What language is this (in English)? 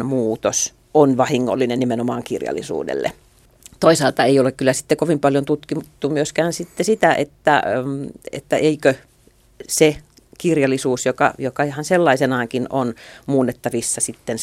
Finnish